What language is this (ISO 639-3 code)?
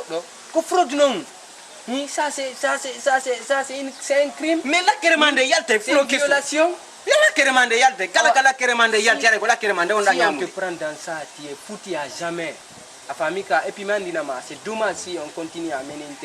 ful